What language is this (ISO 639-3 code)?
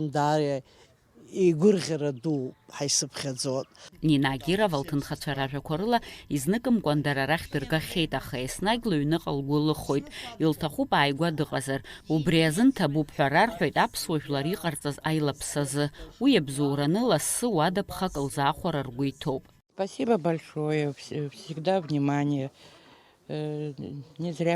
abk